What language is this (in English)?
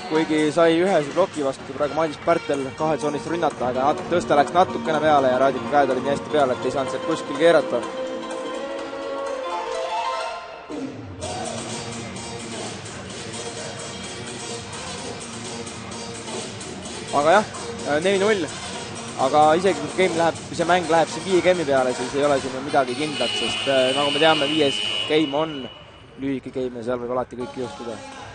Estonian